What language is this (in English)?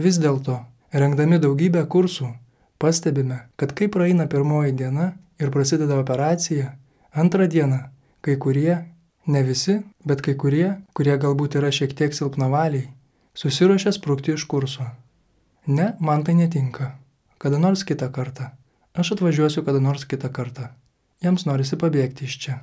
Lithuanian